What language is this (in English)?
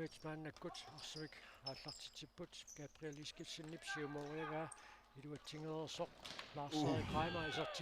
Kalaallisut